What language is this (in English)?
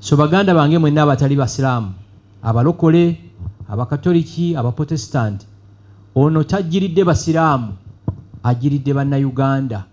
Ganda